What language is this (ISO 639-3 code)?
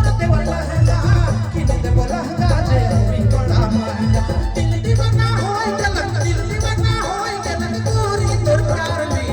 sck